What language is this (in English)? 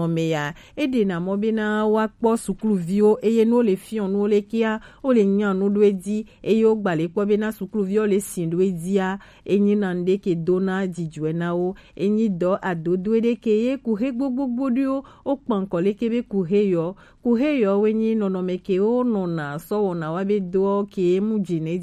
Gen